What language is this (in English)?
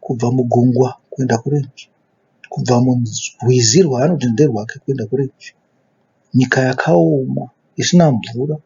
Shona